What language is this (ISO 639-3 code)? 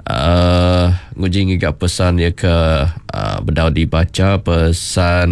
iba